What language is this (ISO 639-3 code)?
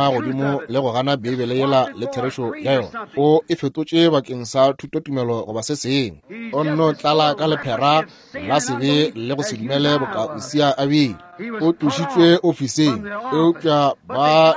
nso